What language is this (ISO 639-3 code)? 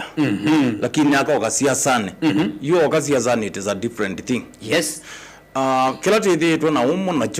kam